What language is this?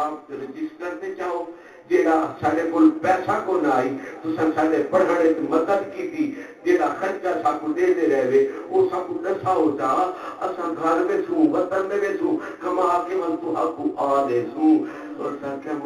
Saraiki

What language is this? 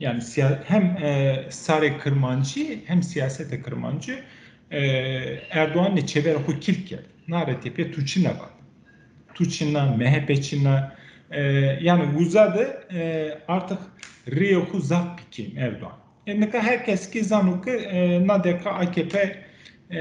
Zaza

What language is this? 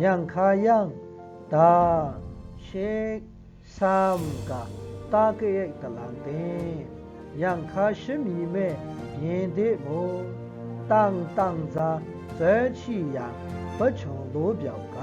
Maru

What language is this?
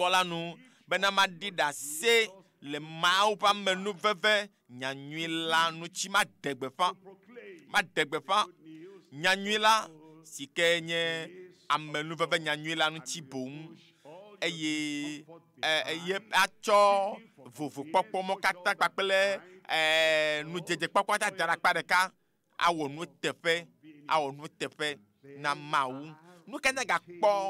Ewe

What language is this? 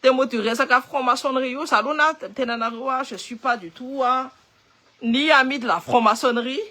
Malagasy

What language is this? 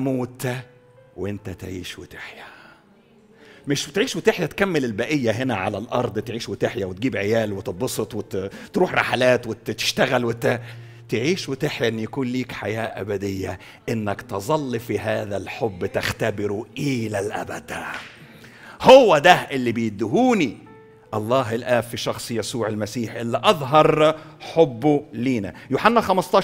Egyptian Arabic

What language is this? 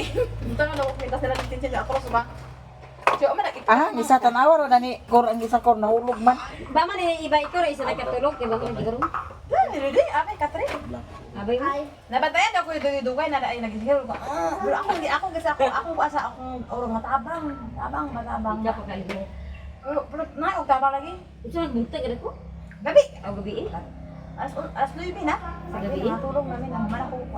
Cebuano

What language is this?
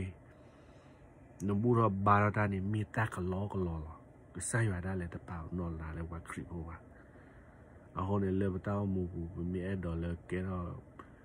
S'gaw Karen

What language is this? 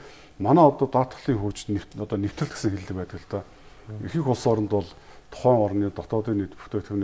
Mongolian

